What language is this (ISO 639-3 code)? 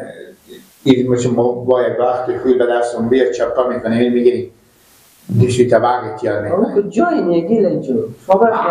fas